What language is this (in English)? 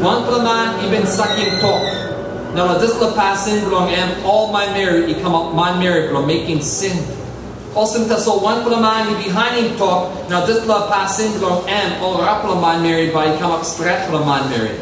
Tok Pisin